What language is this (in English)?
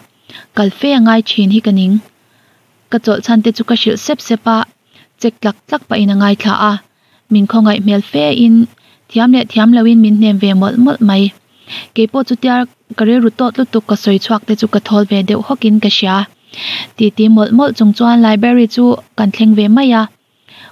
Mizo